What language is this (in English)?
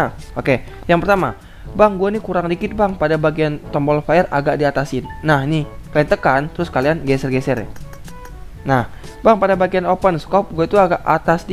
Indonesian